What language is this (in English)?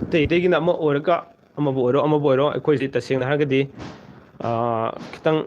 Manipuri